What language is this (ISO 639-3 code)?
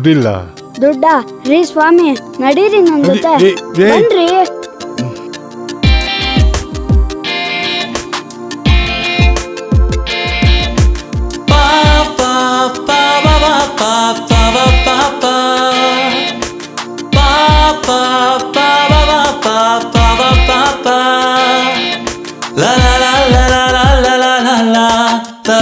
kan